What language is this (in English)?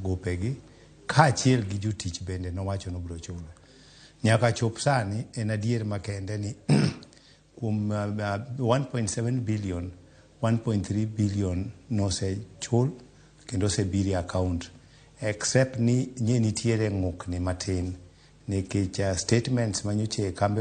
Luo (Kenya and Tanzania)